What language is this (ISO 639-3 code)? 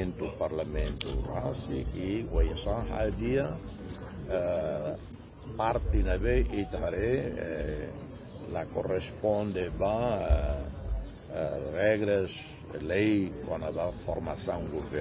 tet